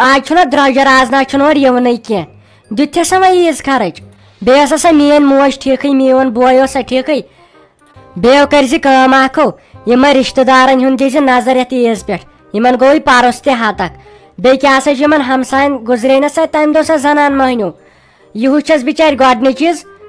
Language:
Kashmiri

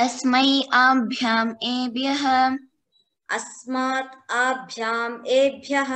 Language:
Sanskrit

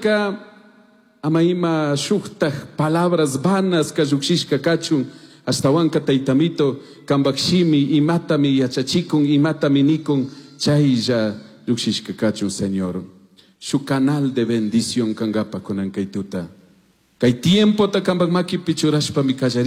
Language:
Chimborazo Highland Quichua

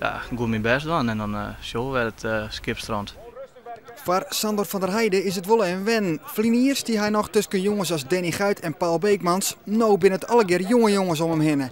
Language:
Western Frisian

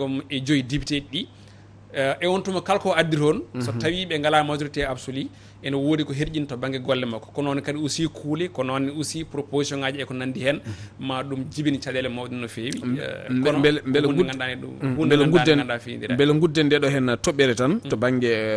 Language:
Fula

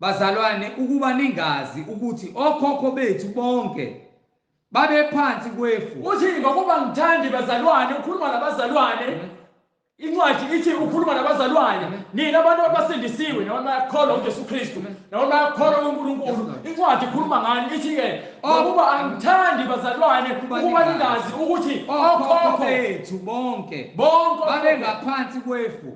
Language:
Zulu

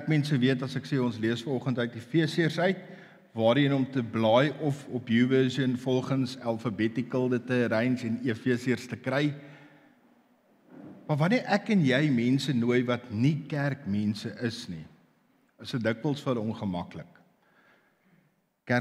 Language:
Afrikaans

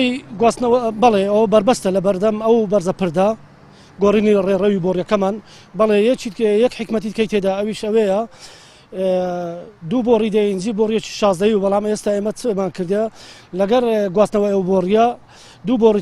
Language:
Central Kurdish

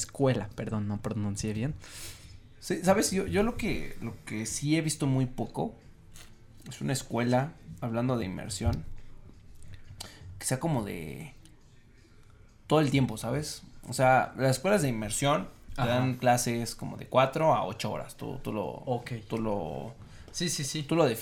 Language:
Spanish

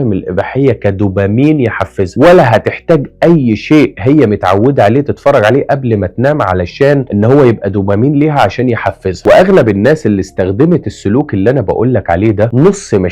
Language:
Egyptian Arabic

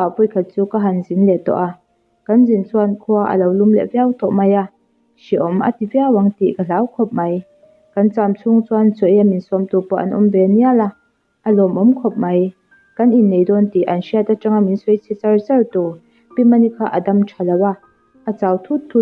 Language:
Mizo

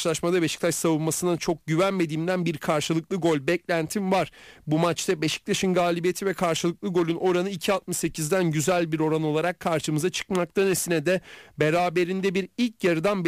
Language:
Turkish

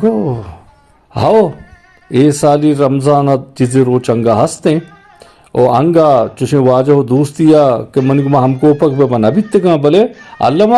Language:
Eastern Balochi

